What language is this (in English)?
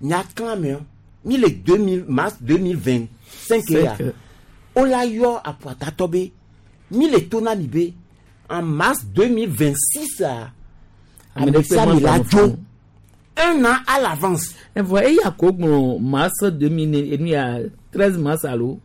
Gen